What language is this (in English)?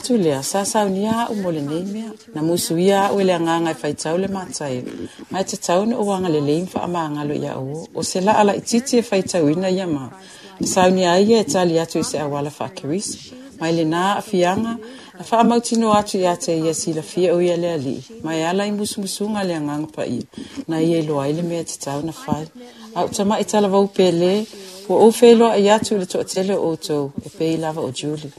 Samoan